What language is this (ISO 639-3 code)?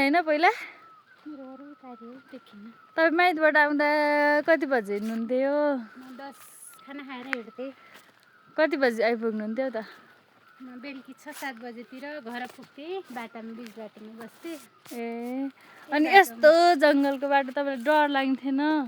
nep